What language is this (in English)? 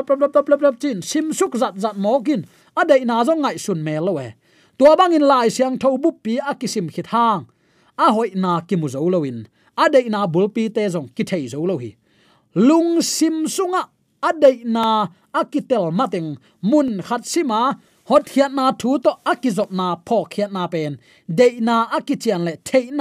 Tedim Chin